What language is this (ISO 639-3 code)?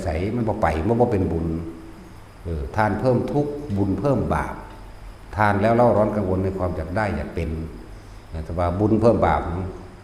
tts